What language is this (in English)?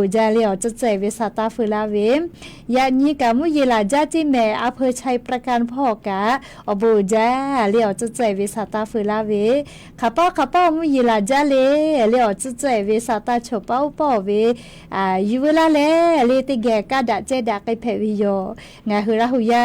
Lahu